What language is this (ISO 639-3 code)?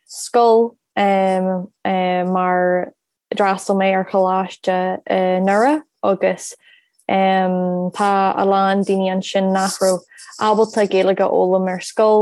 gle